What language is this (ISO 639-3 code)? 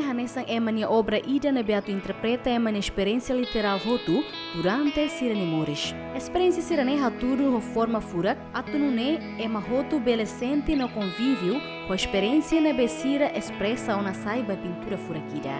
tet